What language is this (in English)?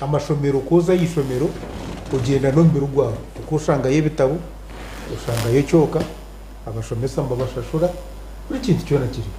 Nyankole